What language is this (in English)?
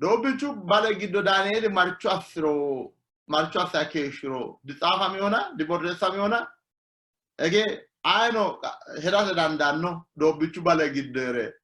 Sidamo